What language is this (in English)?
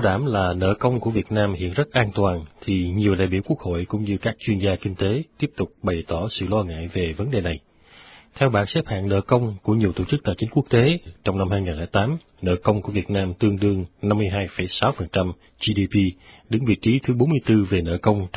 Vietnamese